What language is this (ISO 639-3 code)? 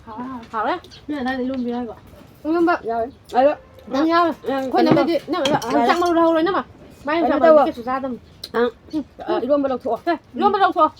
mni